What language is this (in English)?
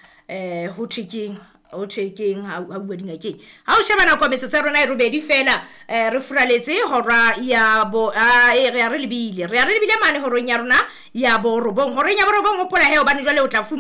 Southern Sotho